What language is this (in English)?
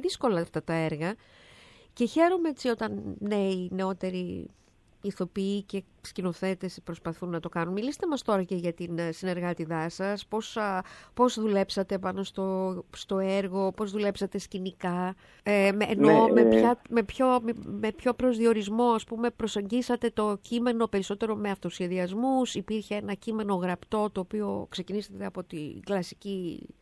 Greek